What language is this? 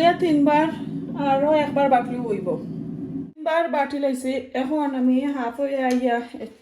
Sylheti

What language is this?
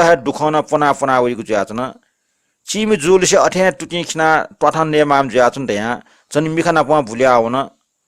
Newari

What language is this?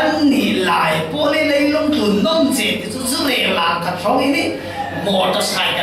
Falam Chin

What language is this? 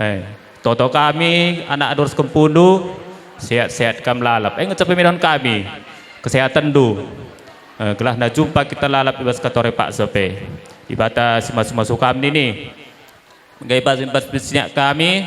Batak Karo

